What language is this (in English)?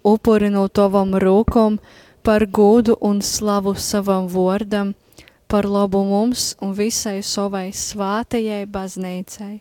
Latgalian